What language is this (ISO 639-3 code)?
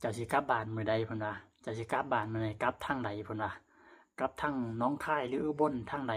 tts